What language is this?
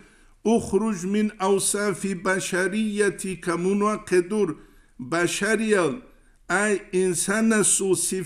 Avaric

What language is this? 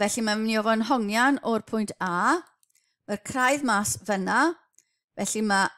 Welsh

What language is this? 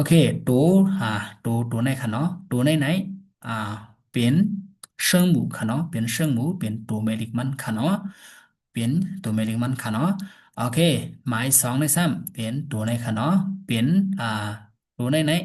Shan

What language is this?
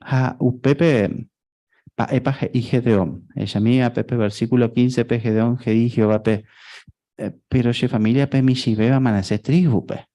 Guarani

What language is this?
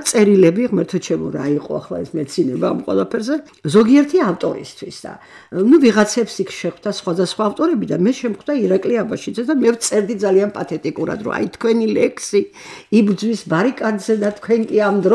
Georgian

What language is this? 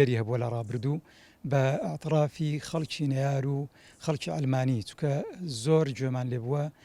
Central Kurdish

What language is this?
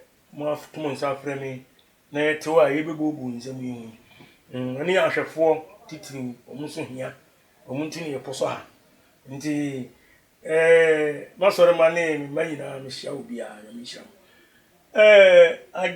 Akan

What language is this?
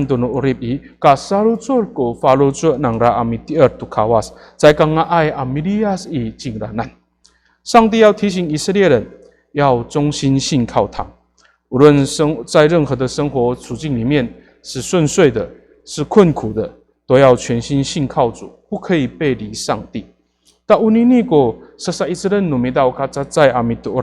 Amis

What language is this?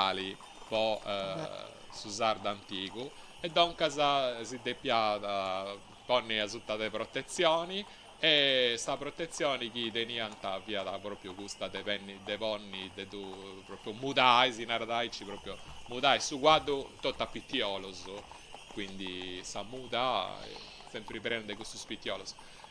Sardinian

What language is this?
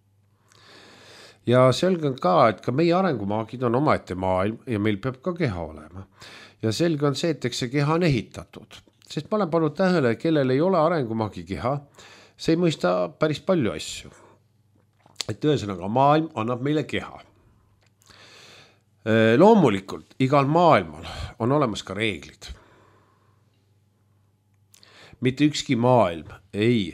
Estonian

